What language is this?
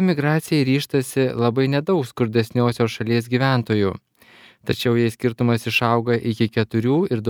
Lithuanian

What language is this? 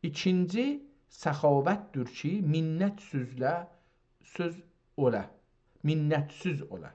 South Azerbaijani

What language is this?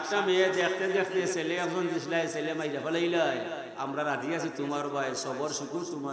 Sylheti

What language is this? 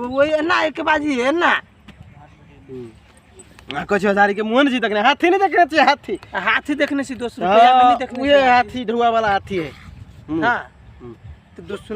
Maithili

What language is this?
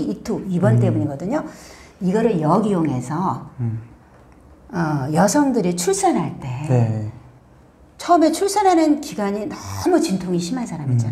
Korean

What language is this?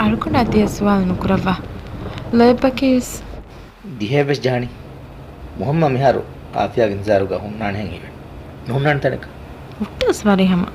Divehi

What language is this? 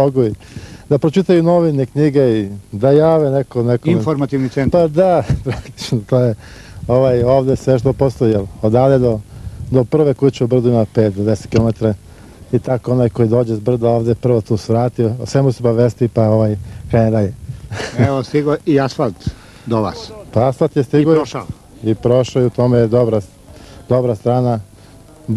Serbian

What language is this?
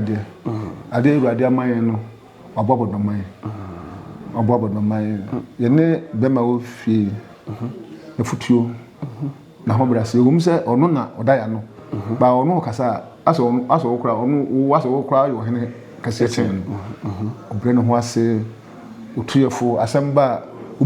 Akan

